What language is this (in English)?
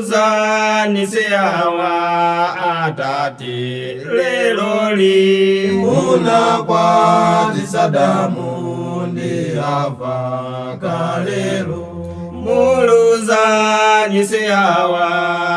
Nyanja